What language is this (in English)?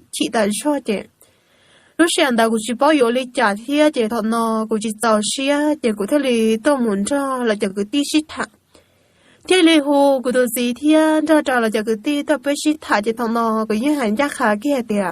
Hmong